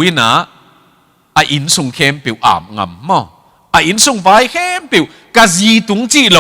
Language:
Tedim Chin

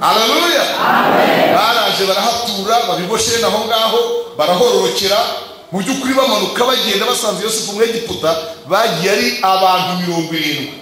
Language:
Kinyarwanda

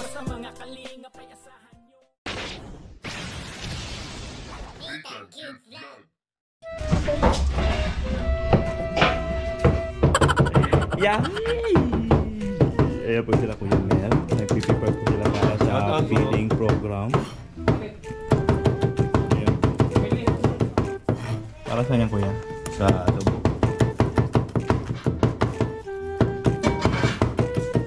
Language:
Filipino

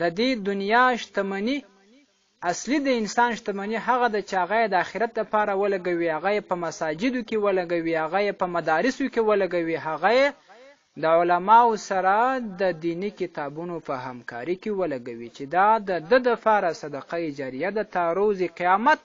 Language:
Pashto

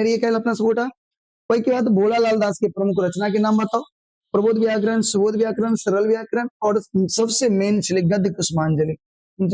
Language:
Maithili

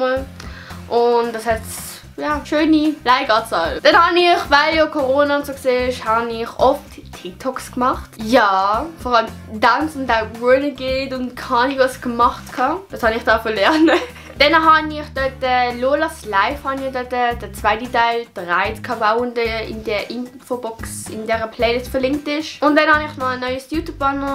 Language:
Swiss German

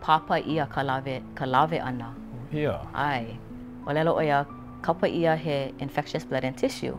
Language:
Hawaiian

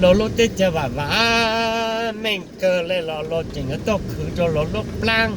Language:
Hmong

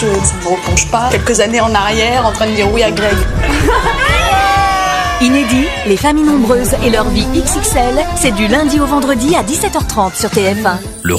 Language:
French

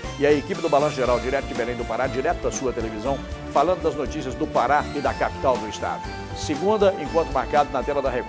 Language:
Portuguese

